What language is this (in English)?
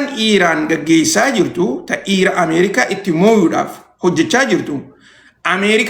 Oromo